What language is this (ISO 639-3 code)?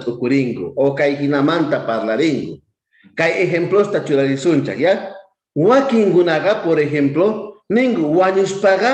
quh